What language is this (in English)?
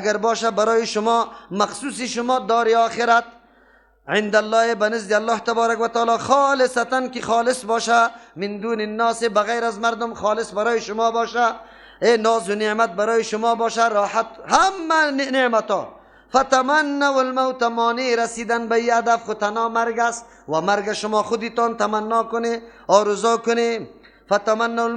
Persian